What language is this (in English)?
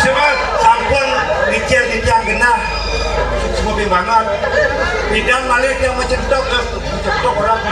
Balinese